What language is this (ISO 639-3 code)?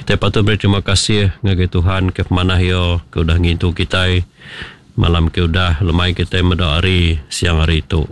iba